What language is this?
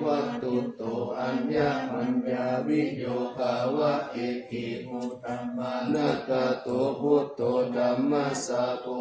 Pali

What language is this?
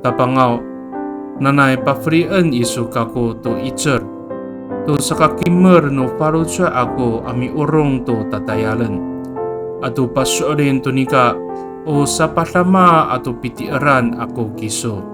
Amis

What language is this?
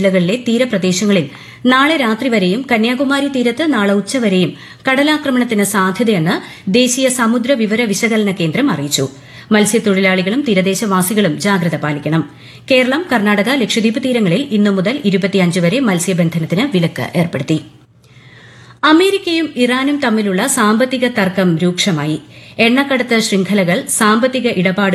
Malayalam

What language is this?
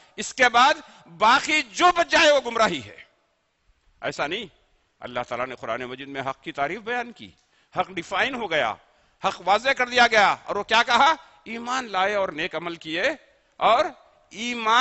Urdu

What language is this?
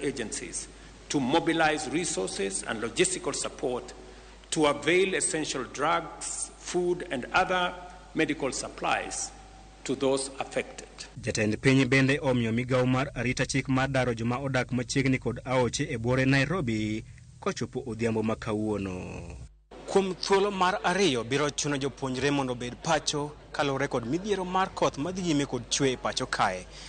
Luo (Kenya and Tanzania)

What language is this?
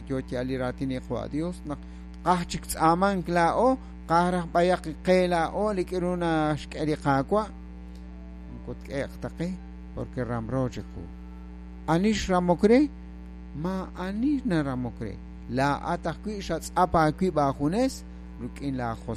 Kekchí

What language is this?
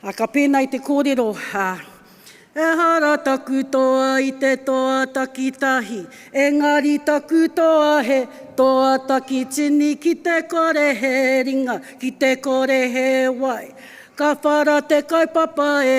Māori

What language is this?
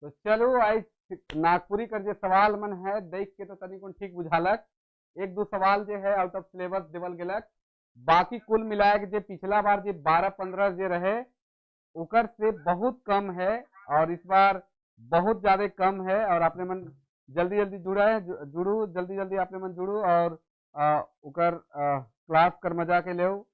Sadri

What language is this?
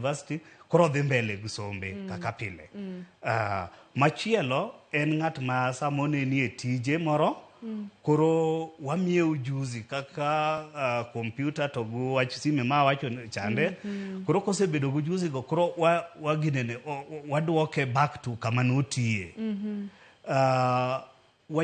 Luo (Kenya and Tanzania)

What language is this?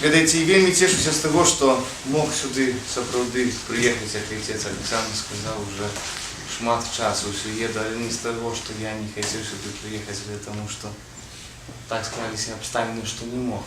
Belarusian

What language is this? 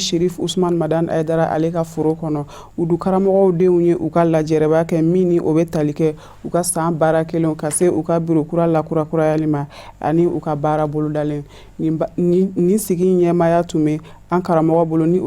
Bambara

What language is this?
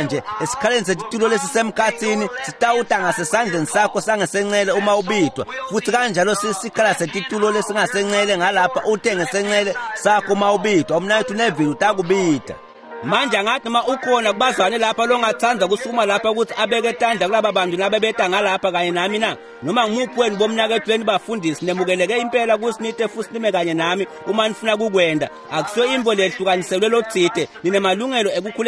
Swati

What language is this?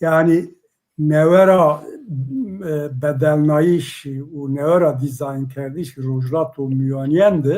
Zaza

